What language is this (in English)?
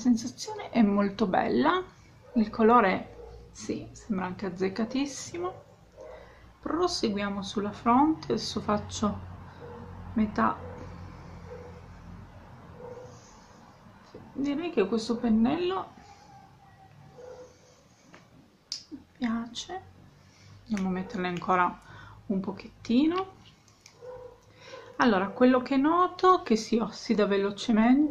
Italian